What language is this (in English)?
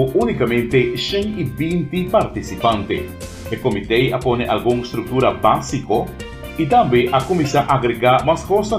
Papiamento